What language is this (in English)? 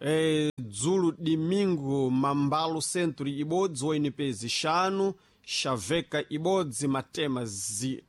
Sena